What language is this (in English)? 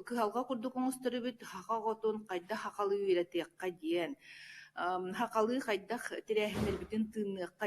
Yakut